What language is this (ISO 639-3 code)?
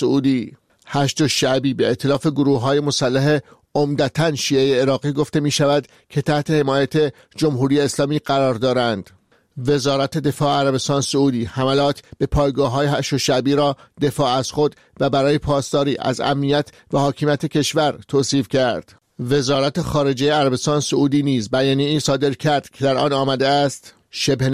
fas